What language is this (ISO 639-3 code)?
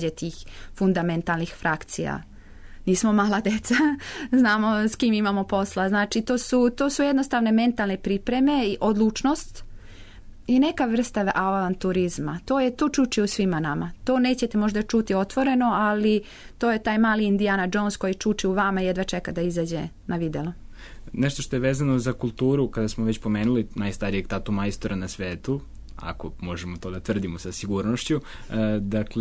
srp